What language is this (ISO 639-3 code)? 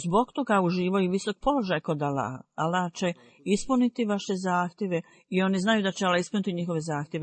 bos